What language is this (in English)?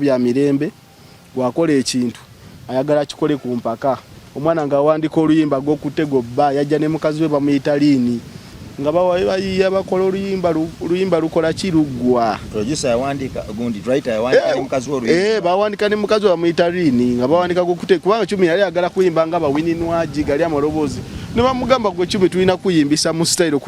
Ganda